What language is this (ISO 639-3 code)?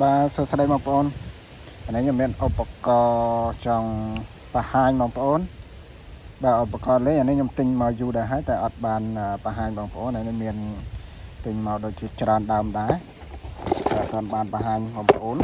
khm